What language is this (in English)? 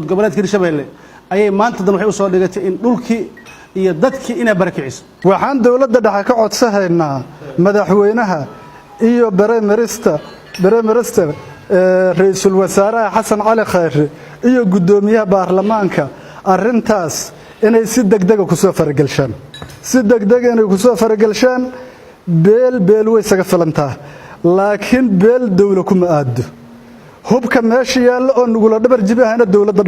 Somali